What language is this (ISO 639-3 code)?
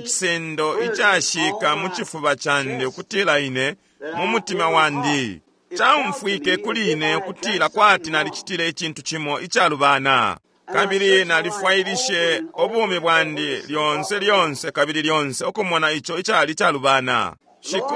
bem